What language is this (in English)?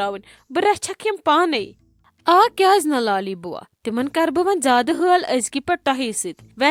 Kashmiri